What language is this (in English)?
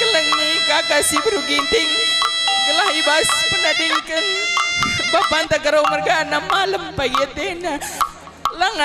Batak Karo